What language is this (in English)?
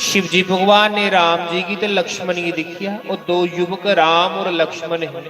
Dogri